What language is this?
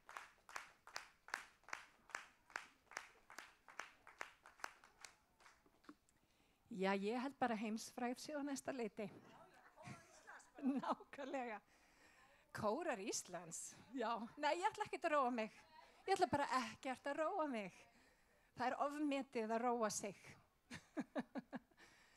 Icelandic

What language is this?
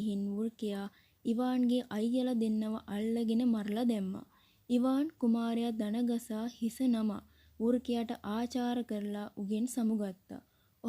Sinhala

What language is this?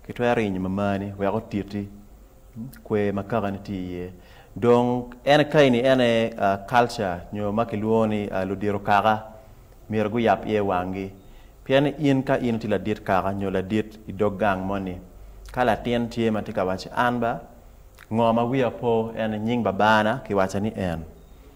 Acoli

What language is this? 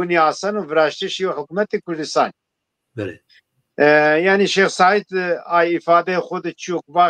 Zaza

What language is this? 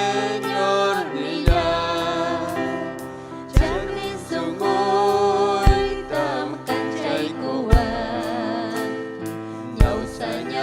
Ayacucho Quechua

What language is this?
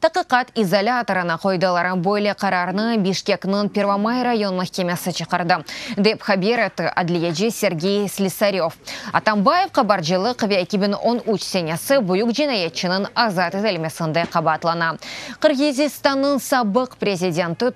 Crimean Tatar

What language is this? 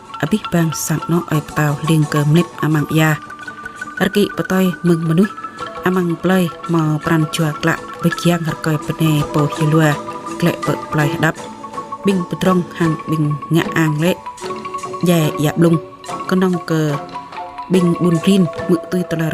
Jarai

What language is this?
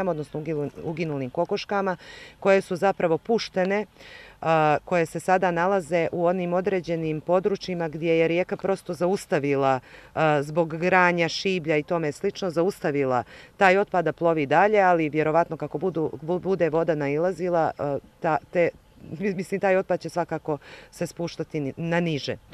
Bosnian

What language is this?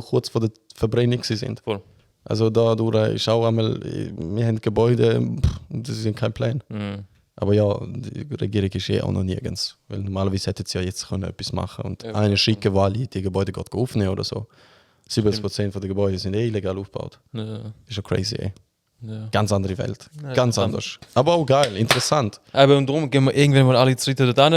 Swiss German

